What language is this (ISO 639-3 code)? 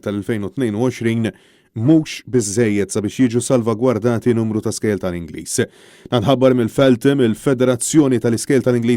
mlt